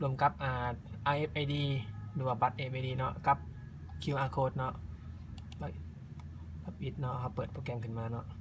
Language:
Lao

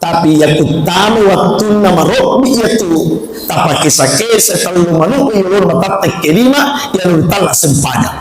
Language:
Buginese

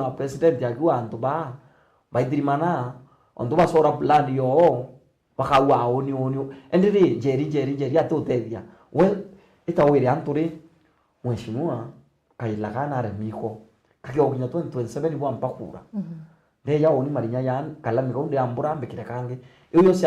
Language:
Meru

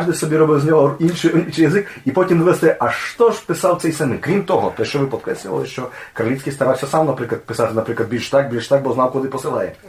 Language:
Rusyn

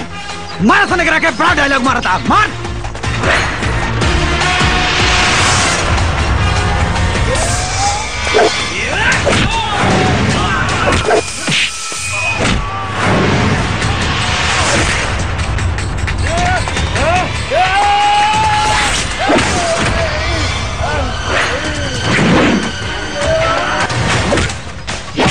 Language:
Bhojpuri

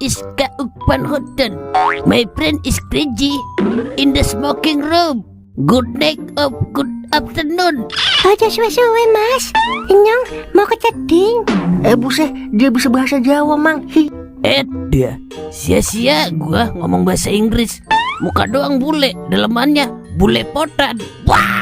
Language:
Betawi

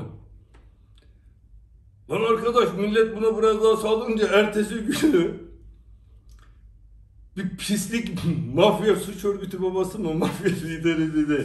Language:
Turkish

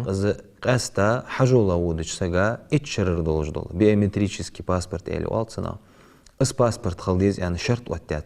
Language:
Ingush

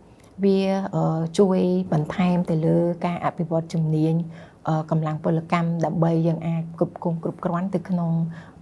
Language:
Khmer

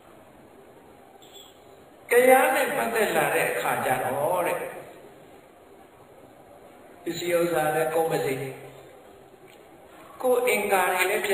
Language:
Burmese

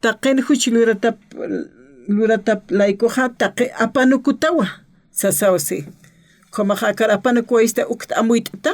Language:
Aymara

